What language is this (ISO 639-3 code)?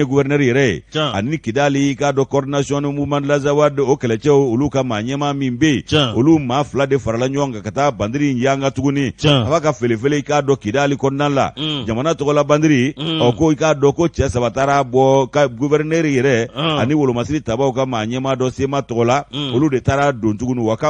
bam